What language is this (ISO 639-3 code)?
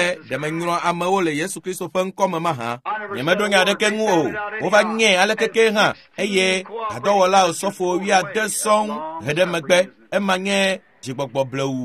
ewe